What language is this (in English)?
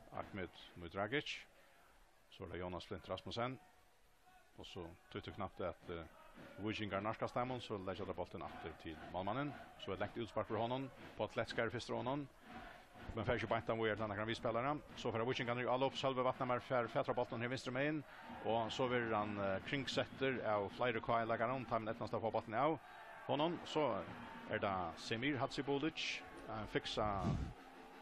Faroese